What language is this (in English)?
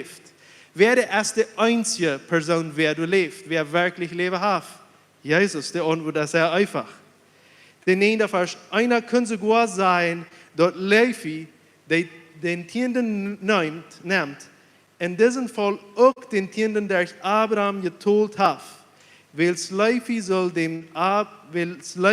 Plautdietsch